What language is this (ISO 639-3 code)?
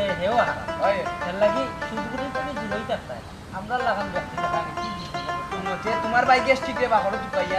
syl